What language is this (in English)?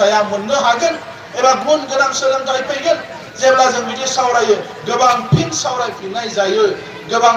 Bodo